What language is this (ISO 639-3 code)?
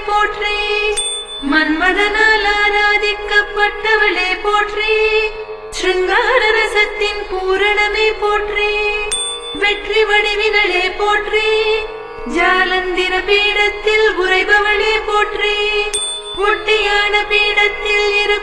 tam